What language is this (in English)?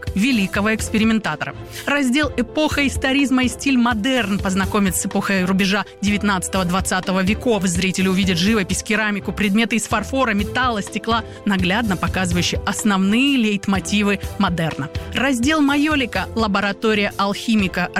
Russian